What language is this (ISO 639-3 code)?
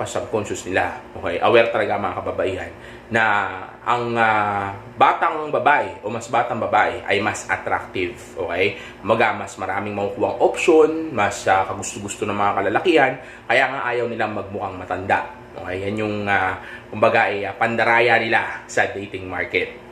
fil